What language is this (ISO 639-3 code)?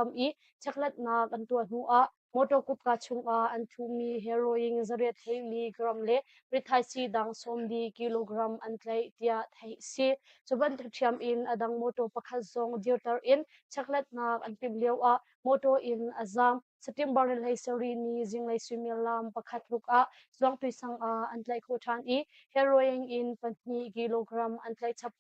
cnh